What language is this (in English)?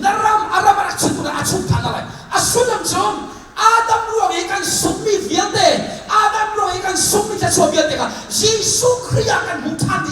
Hakha Chin